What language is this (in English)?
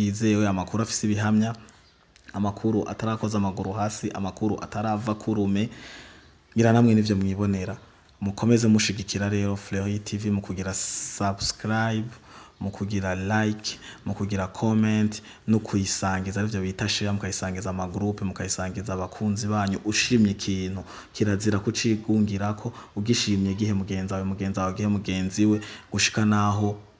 Rundi